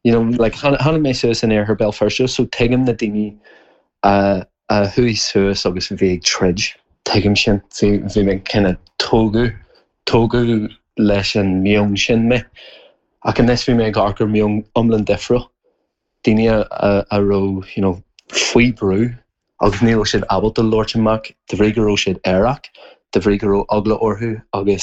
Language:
Irish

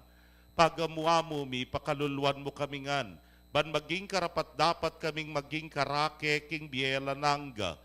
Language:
Pampanga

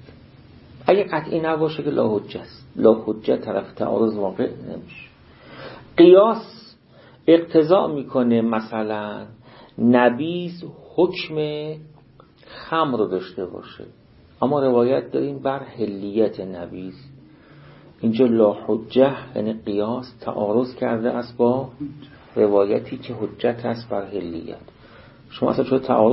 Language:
Persian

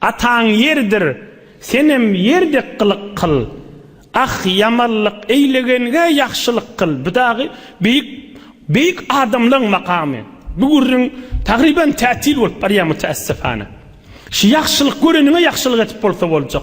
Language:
Turkmen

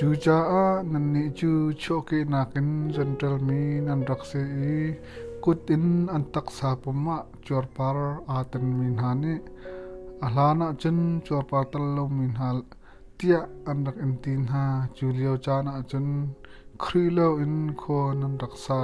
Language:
Hakha Chin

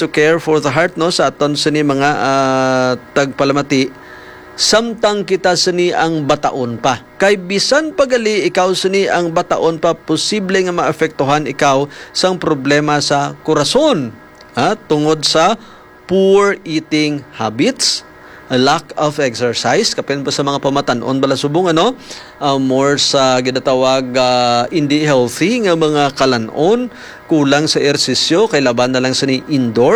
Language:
Hiligaynon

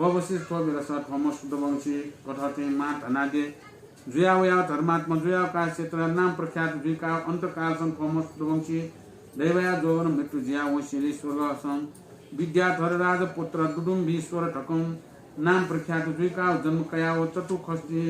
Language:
Newari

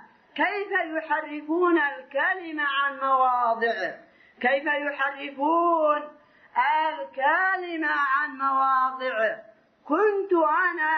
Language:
Arabic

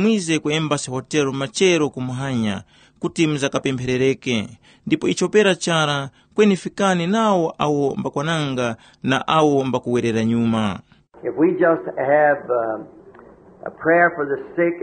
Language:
Tumbuka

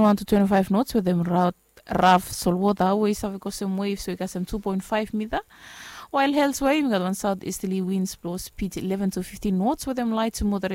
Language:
Bislama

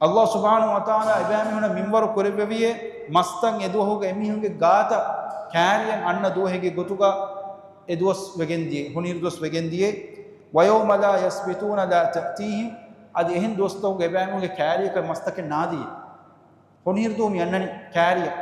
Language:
Divehi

